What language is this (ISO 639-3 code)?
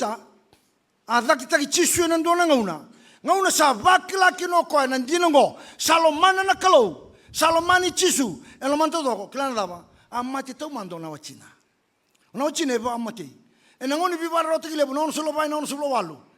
fij